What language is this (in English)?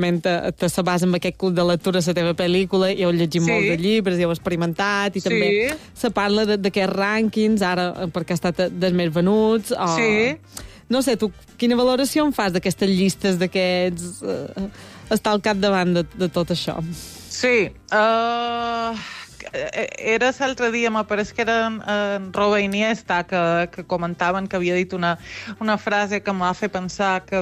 Catalan